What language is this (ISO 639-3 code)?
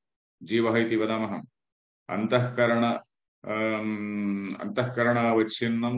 san